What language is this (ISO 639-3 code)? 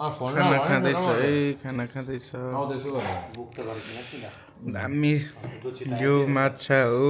nep